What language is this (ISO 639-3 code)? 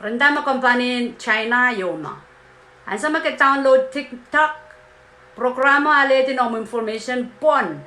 pon